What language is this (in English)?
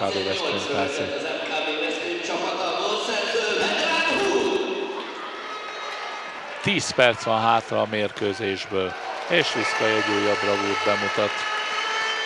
Hungarian